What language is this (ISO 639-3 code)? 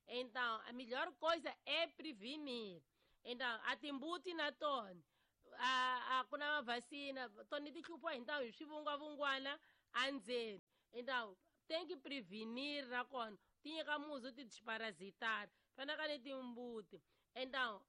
tso